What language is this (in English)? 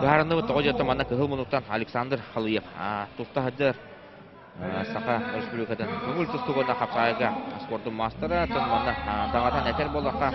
Yakut